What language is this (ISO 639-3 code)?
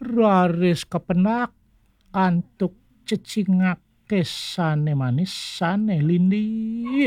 ban